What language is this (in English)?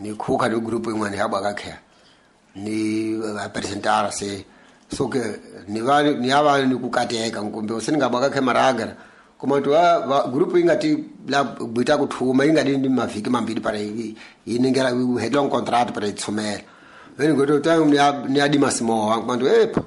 Tsonga